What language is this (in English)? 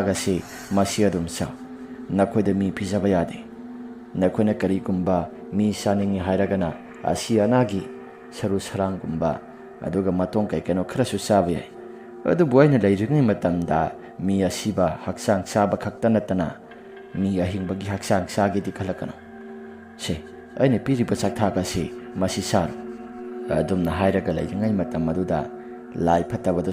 Manipuri